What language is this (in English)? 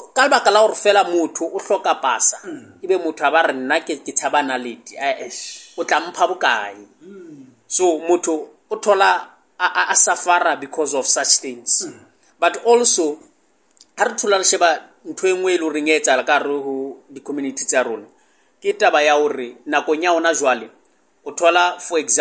Southern Sotho